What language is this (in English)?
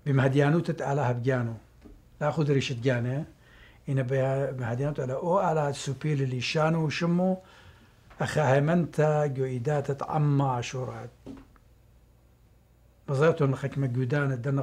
Assyrian Neo-Aramaic